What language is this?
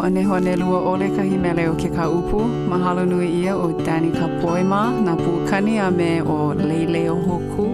Hawaiian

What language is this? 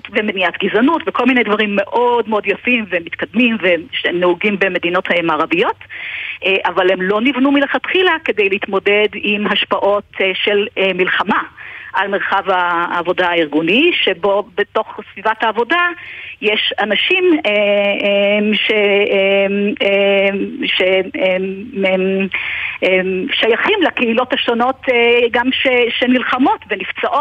Hebrew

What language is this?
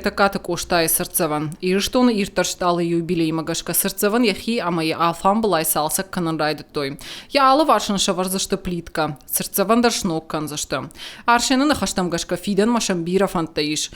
Ossetic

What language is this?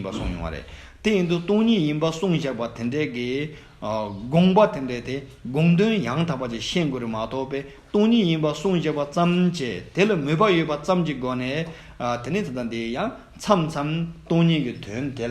Tibetan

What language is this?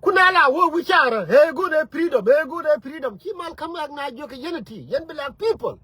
Nuer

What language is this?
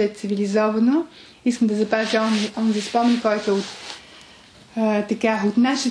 Bulgarian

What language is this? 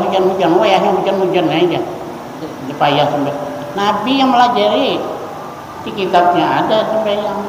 Banjar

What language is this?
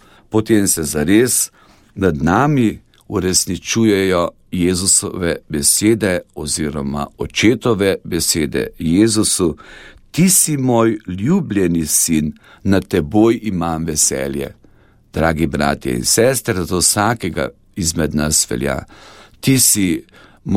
Slovenian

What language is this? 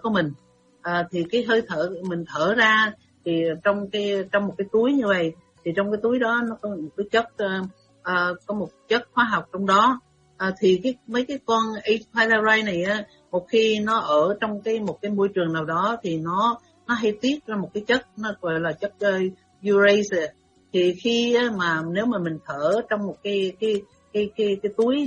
Vietnamese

